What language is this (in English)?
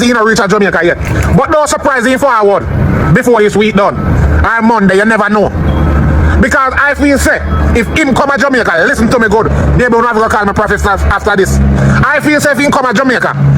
Jamaican Creole English